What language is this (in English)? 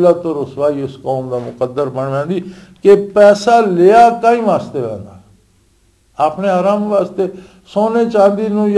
Western Panjabi